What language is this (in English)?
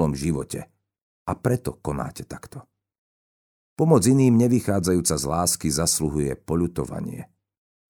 Slovak